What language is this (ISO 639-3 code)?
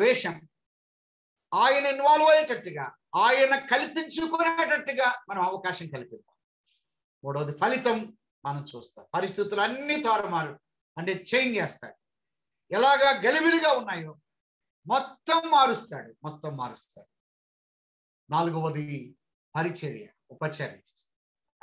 tel